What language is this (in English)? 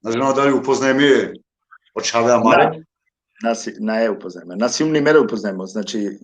Balkan Romani